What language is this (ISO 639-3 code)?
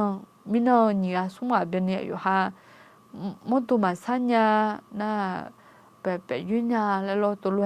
ahk